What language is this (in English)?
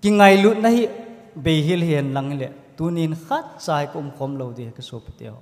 Thado Chin